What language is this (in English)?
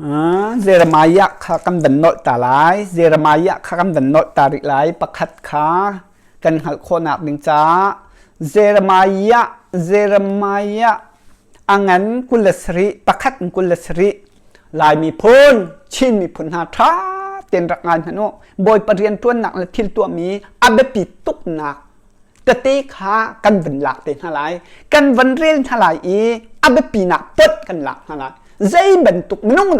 Hakha Chin